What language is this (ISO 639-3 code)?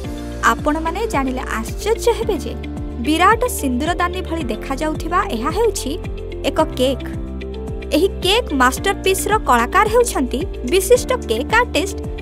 ori